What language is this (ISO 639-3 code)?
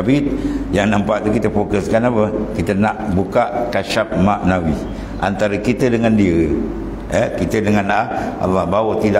msa